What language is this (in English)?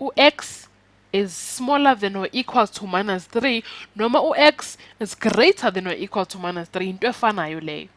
Zulu